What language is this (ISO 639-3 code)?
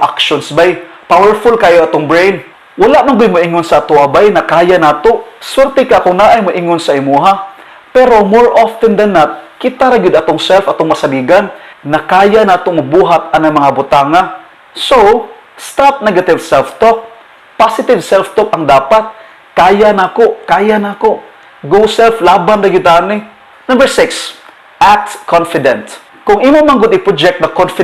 ceb